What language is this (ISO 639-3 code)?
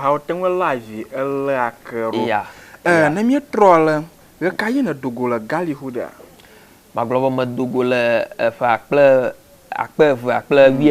ewe